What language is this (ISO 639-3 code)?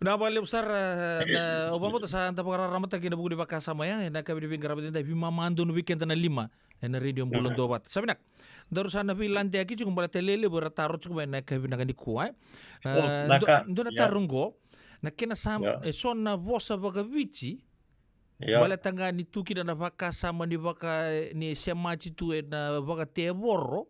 fij